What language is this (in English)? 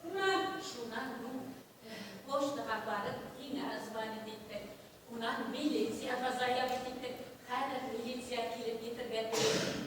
Bashkir